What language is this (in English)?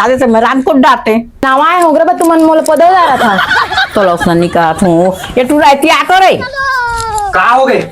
Chhattisgarhi